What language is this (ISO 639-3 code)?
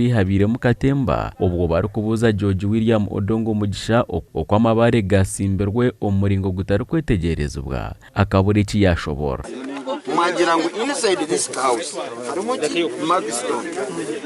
nyn